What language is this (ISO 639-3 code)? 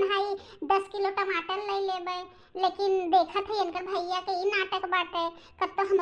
bho